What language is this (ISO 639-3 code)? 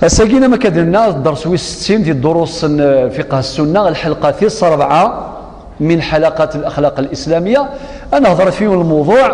kab